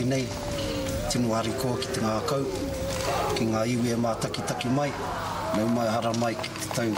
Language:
Māori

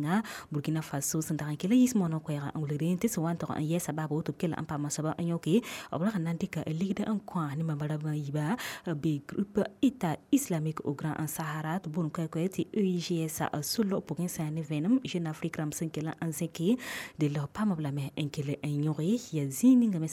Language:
Mossi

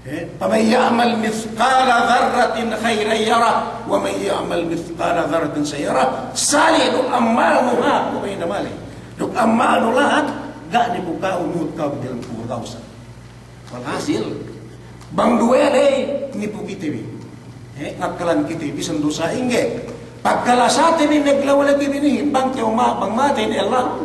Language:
Yakan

